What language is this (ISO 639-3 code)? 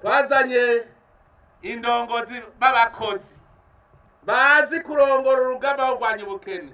run